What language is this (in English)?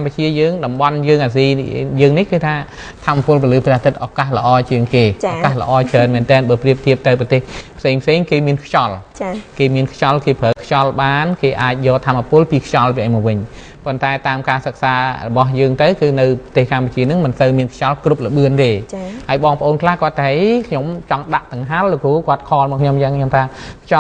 Khmer